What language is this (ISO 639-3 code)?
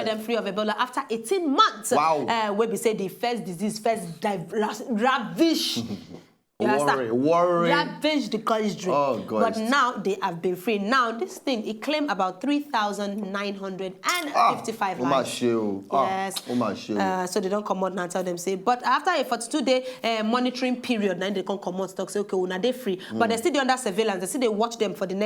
pcm